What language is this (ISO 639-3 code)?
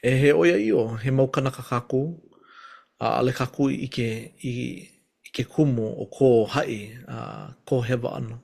haw